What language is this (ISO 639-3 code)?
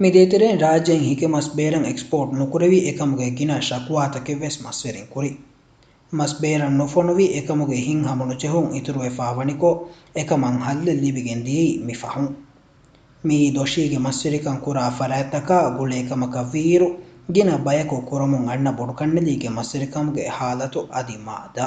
div